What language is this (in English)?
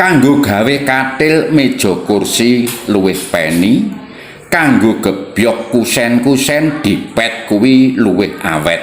Javanese